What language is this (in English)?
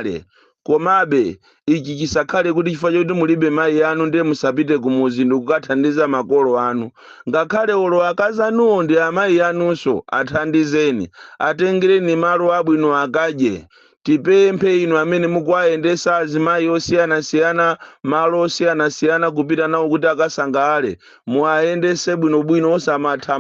Nyanja